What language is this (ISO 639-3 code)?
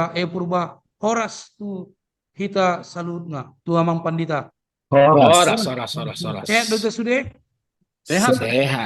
bbc